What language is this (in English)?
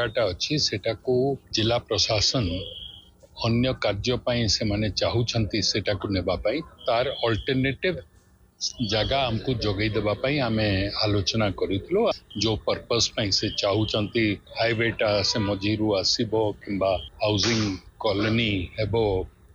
Odia